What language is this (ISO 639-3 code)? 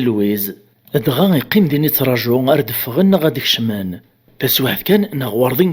kab